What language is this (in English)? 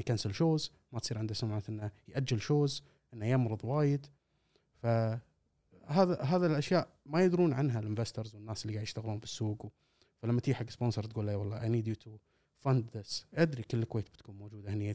Gulf Arabic